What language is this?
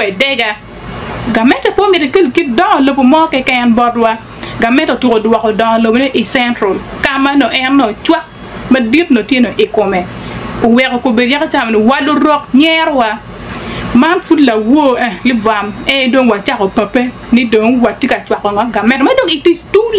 Acoli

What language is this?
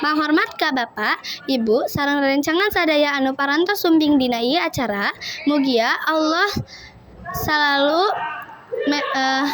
Sundanese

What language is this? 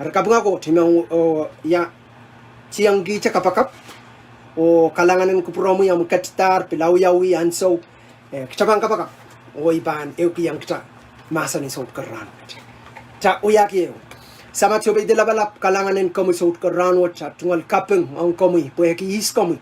Pohnpeian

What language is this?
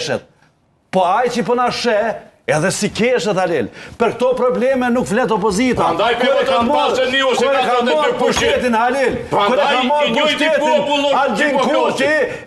Albanian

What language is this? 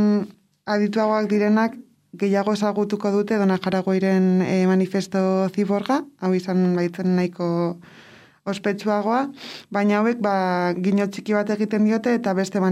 Basque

